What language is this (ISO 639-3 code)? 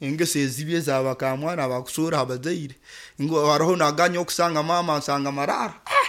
nyo